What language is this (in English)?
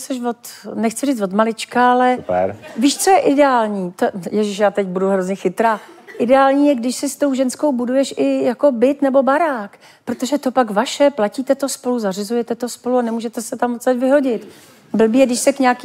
Czech